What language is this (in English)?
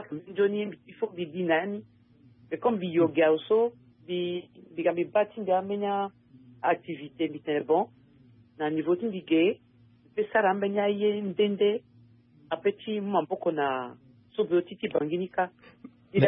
Sango